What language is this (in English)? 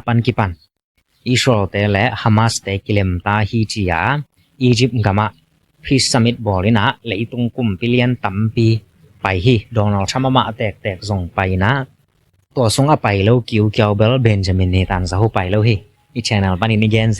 Tedim Chin